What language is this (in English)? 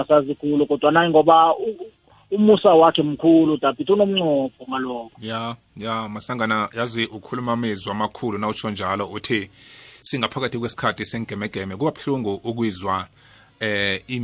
South Ndebele